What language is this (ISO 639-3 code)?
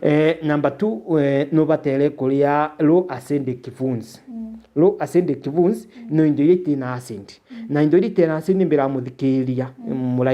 mer